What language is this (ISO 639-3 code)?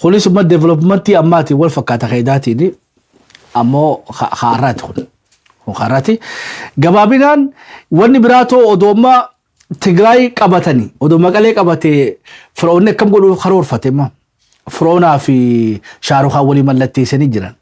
orm